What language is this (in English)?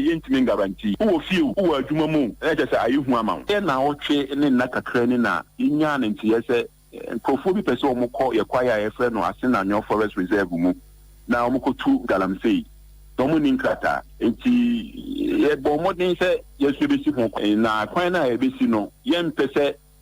Akan